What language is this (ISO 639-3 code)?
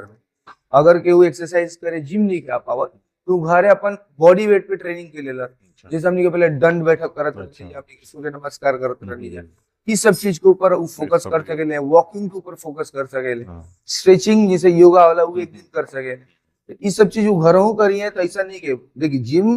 bho